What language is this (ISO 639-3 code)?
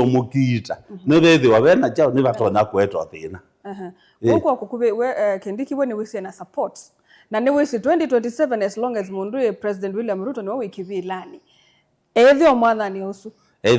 kam